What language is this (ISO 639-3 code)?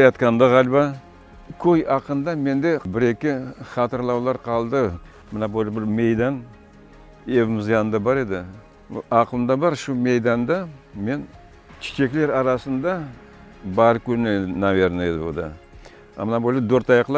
crh